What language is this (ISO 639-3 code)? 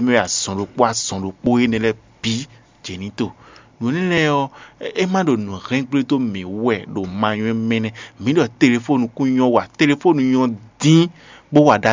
fon